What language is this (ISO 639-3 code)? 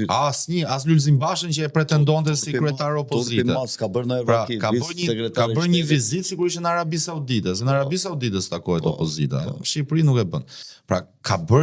sqi